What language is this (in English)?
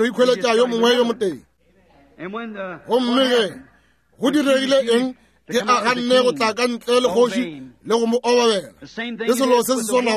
Northern Sotho